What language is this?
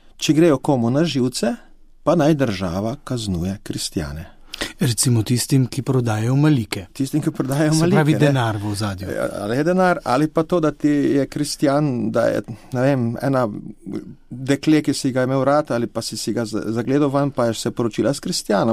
Slovenian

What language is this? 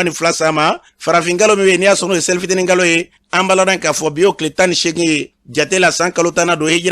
Bambara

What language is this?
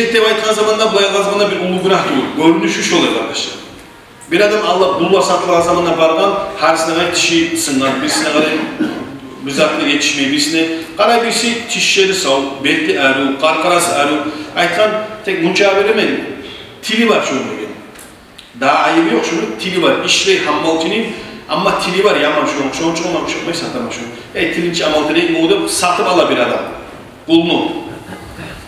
Kumyk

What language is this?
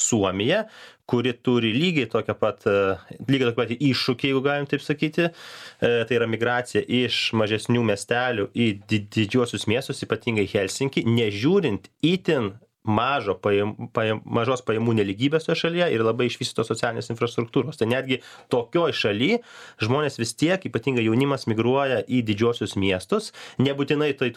Lithuanian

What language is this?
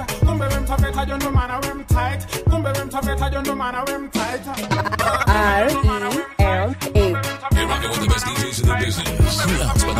Swahili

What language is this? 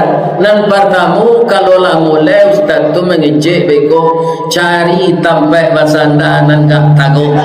Minangkabau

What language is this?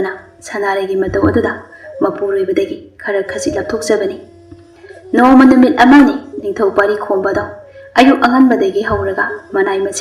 Manipuri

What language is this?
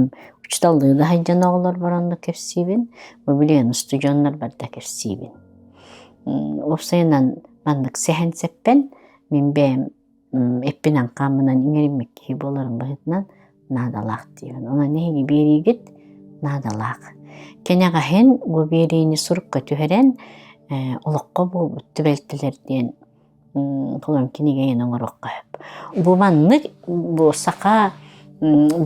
Yakut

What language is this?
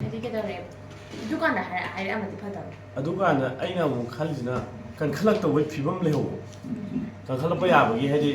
Manipuri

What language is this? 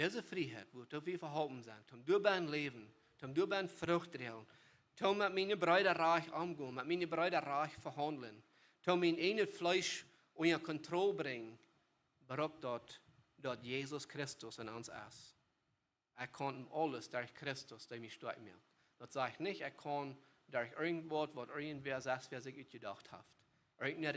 Plautdietsch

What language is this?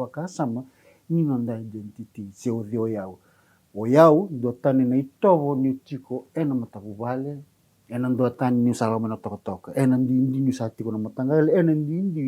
Fijian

